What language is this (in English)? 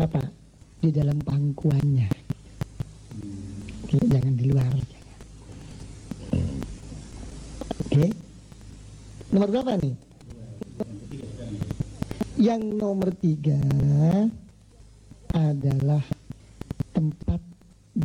Indonesian